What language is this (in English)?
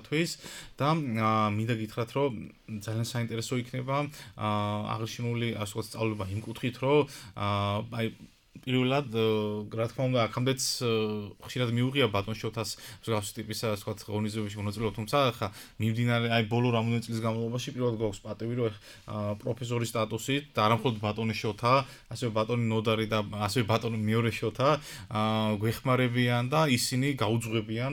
Georgian